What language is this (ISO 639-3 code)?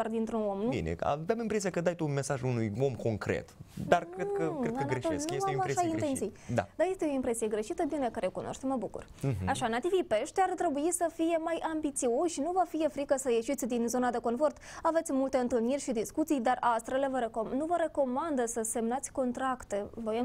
ron